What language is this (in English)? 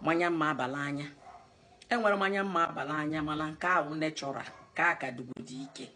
Igbo